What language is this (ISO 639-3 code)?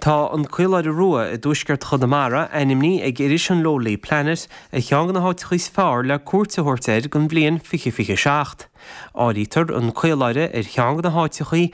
gle